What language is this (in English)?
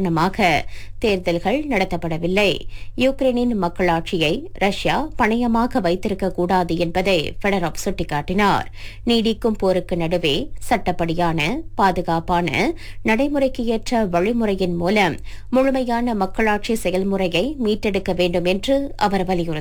Tamil